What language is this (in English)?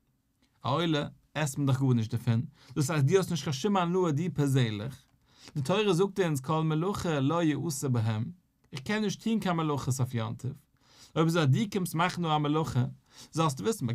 Yiddish